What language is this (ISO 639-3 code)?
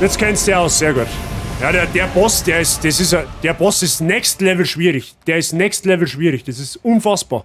bar